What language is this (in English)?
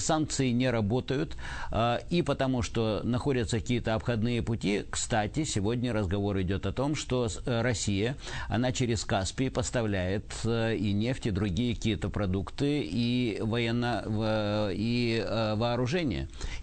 Russian